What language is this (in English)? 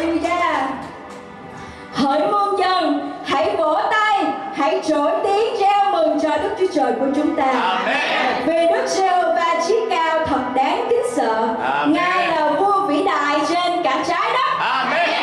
Vietnamese